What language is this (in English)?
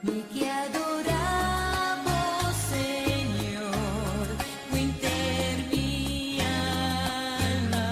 Papiamento